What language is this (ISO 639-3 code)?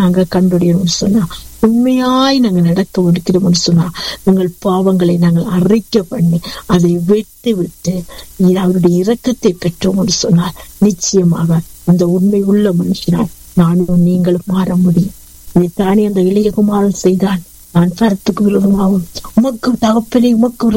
tam